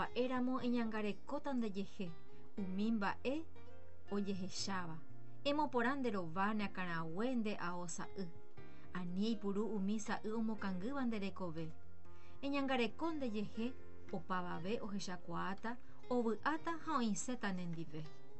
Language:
Guarani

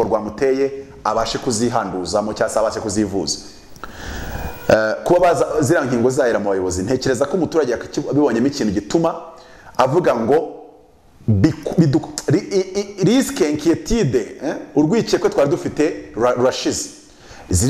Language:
Kinyarwanda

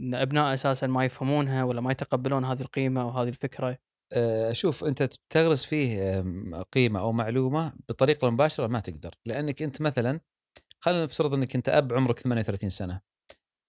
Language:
Gulf Arabic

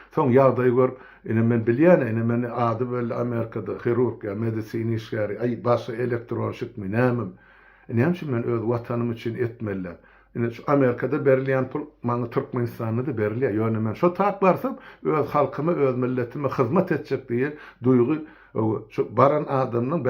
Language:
Turkmen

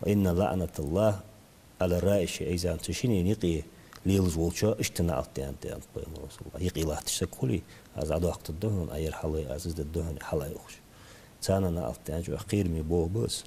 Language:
Ingush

